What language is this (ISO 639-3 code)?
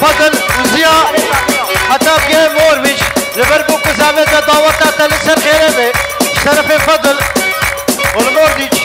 kur